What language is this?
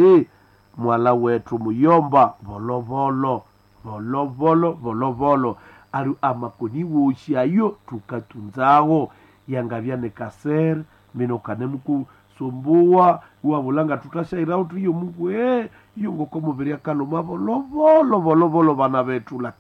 Swahili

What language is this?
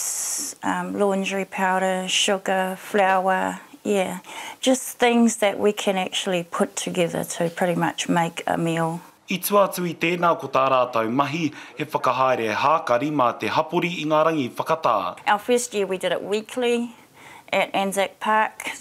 Māori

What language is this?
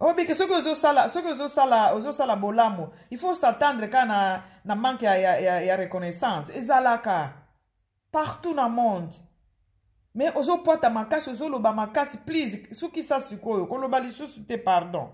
Lingala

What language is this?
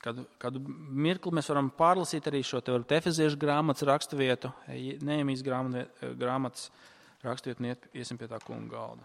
Latvian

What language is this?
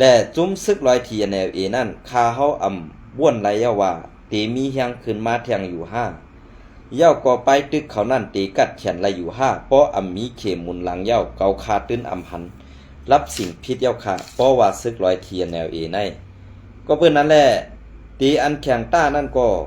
Shan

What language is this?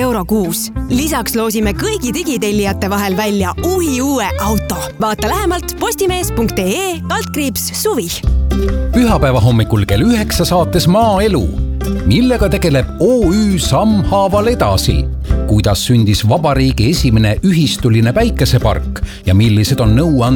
Estonian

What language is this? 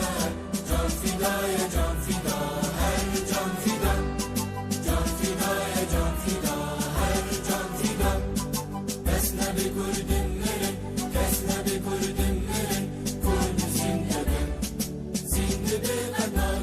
Kurdish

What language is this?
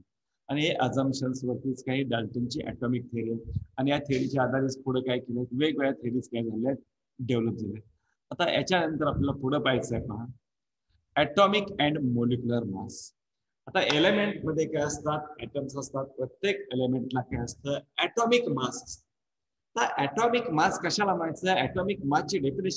Marathi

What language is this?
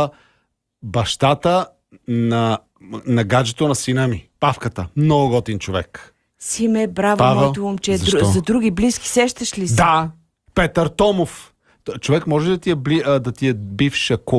Bulgarian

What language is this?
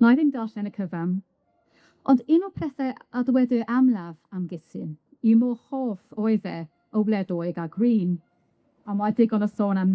Welsh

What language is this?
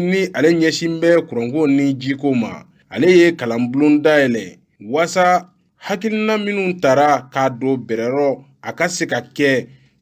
Bambara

